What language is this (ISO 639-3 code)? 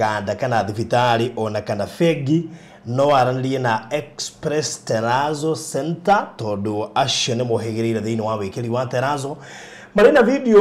kik